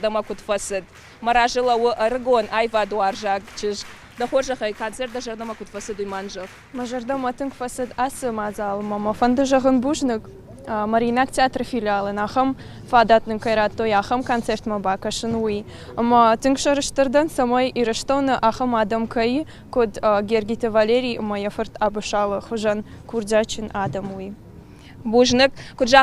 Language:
Ossetic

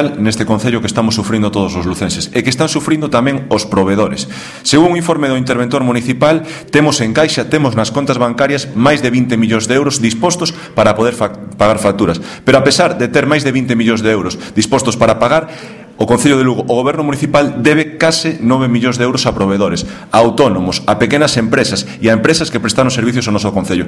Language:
Galician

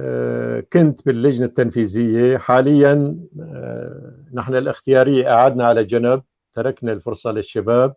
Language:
North Levantine Arabic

